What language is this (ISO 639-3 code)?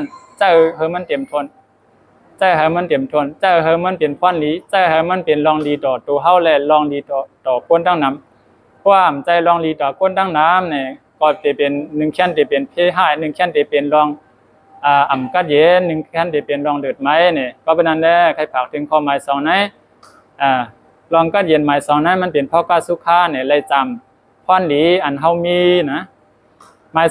shn